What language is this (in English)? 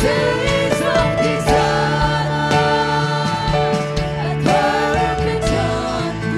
Hakha Chin